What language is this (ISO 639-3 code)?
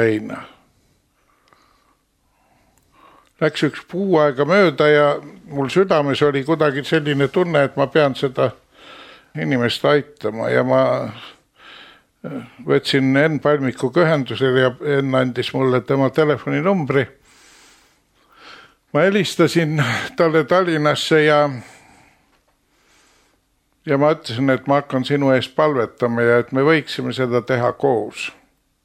est